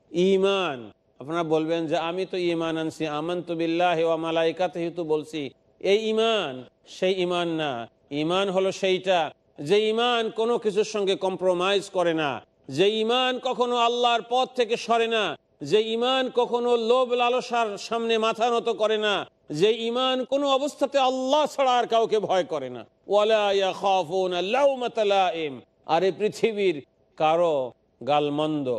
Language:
Bangla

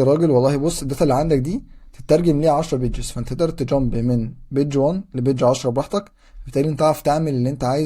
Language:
Egyptian Arabic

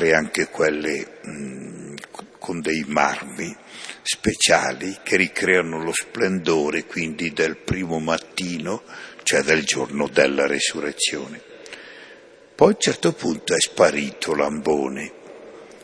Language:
Italian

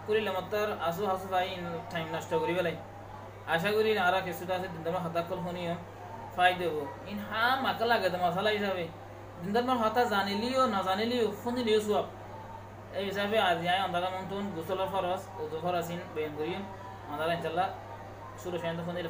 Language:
Rohingya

